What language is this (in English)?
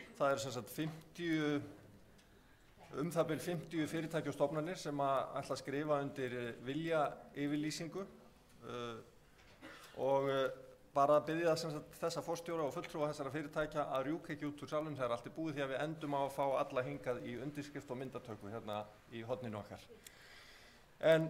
Icelandic